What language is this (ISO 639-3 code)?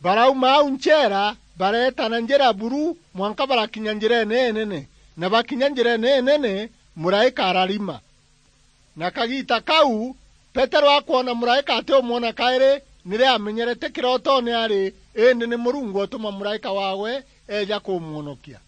mer